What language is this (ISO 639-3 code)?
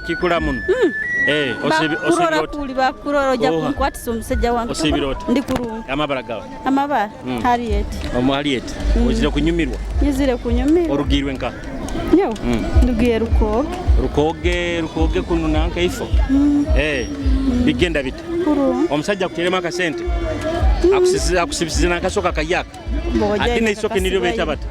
nyo